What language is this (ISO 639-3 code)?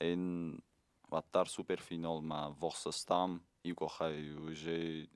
oss